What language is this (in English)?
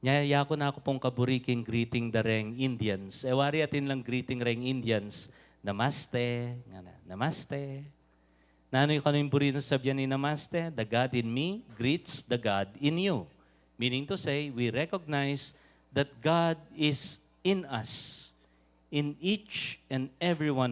Pampanga